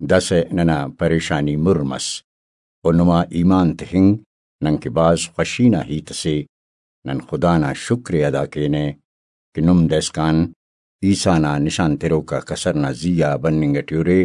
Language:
Brahui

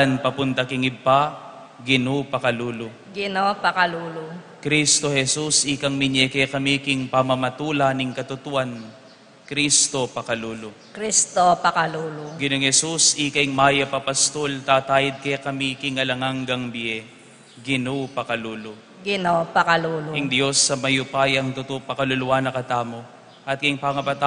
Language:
Pampanga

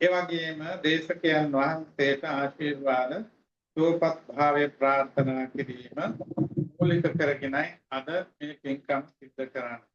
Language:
Sinhala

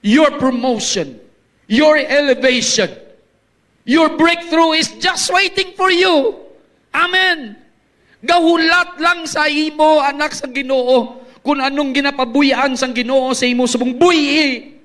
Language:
Hiligaynon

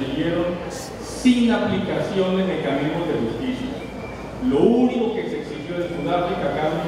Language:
Spanish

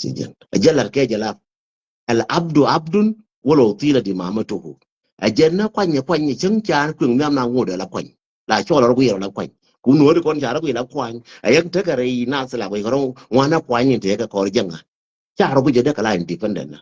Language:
Nuer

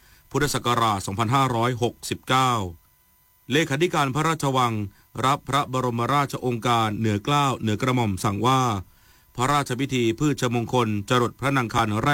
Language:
Thai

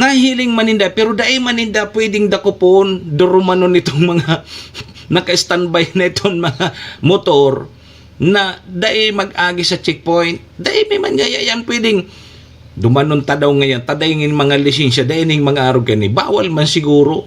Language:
Bikol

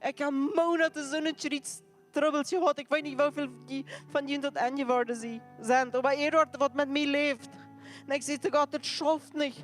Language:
Plautdietsch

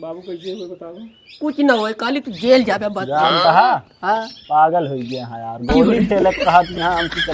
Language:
Awadhi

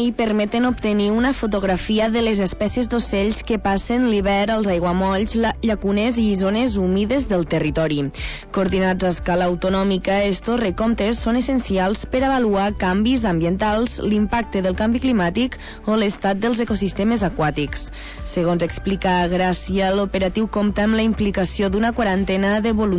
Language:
Catalan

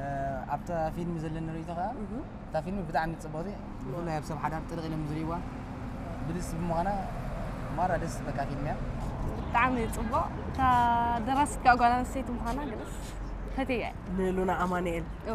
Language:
Tigrinya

